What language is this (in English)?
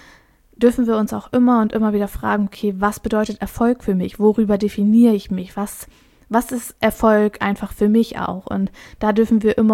German